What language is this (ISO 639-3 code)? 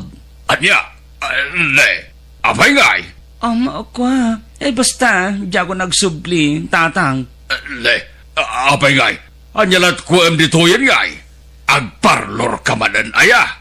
ilo